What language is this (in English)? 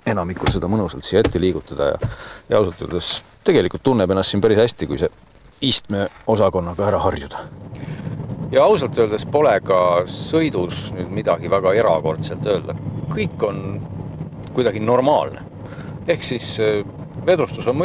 Estonian